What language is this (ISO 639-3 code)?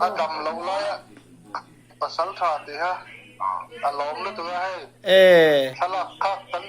lus